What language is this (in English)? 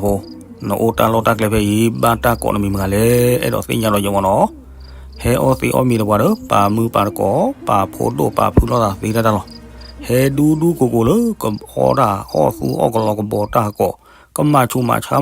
S'gaw Karen